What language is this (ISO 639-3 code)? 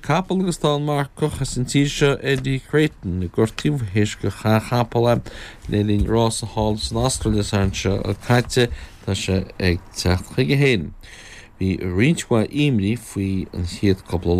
gle